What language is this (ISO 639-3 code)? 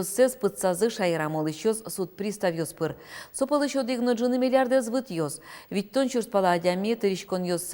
udm